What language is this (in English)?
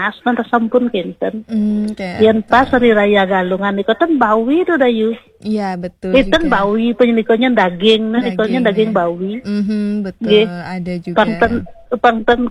Balinese